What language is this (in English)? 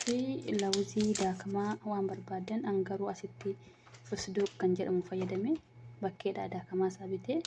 Oromo